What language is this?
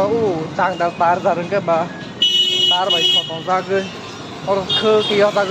Kok Borok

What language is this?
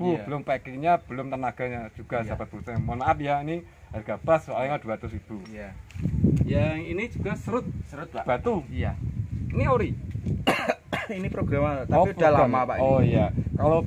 Indonesian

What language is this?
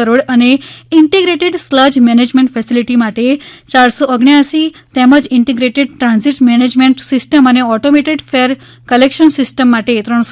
Gujarati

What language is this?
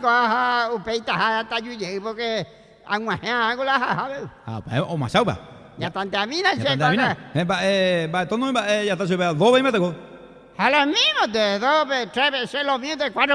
Guarani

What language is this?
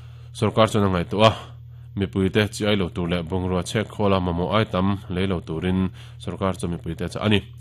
Mizo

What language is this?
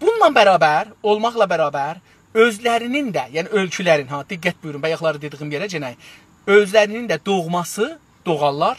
South Azerbaijani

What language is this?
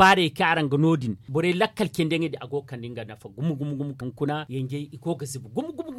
Zarma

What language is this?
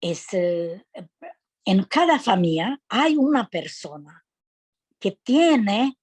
Ladino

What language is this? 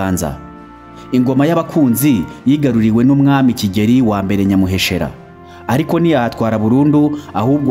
Kinyarwanda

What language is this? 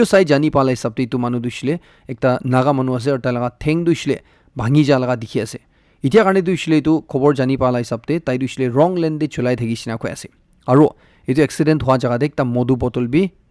Naga Pidgin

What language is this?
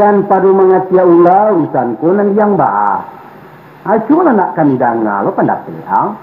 Minangkabau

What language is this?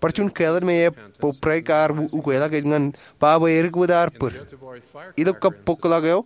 Marshallese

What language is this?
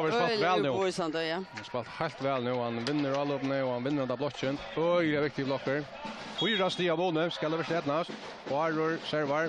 Faroese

